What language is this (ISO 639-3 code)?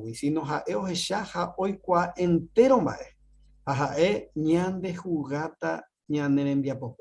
grn